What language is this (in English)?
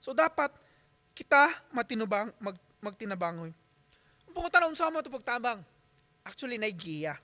Cebuano